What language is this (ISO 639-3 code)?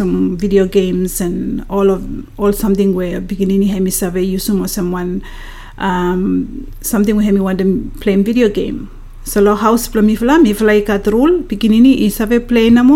bis